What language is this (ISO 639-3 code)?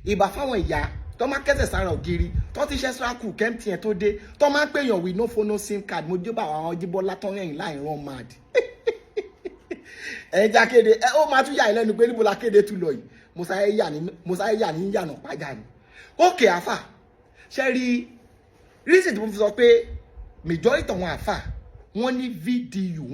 yor